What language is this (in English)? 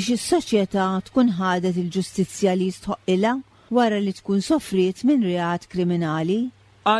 Maltese